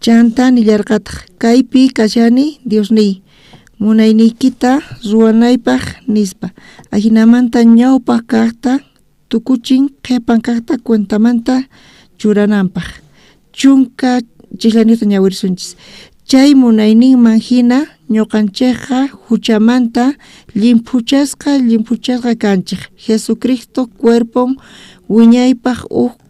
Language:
South Bolivian Quechua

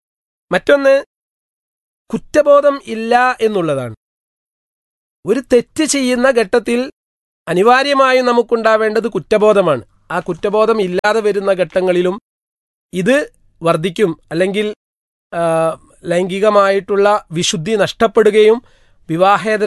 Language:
Malayalam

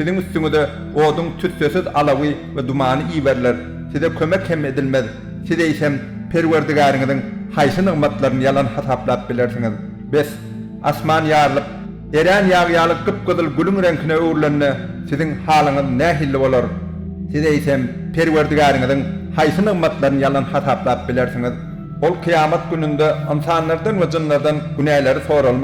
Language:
Turkmen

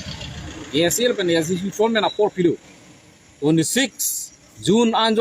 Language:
Karbi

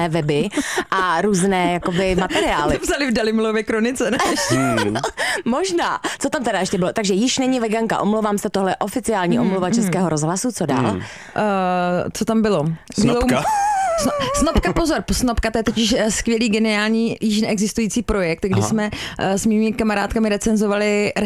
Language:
Czech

